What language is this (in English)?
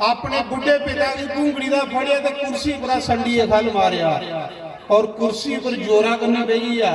Dogri